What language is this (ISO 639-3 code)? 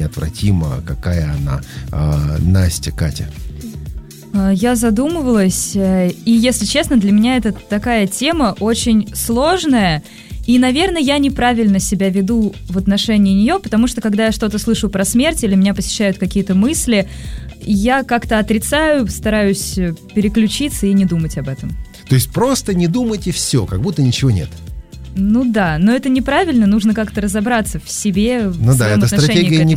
rus